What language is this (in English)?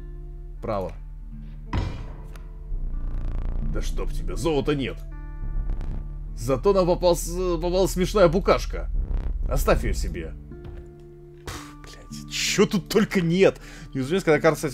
Russian